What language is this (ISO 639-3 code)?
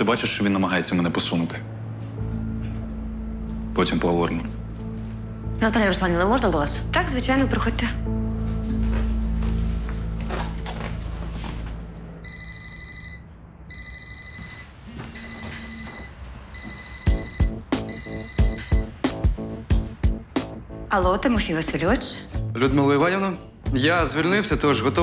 ukr